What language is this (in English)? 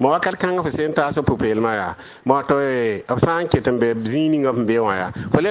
Mossi